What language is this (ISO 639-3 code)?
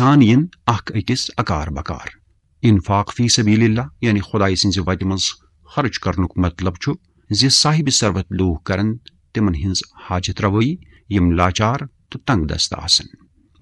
kas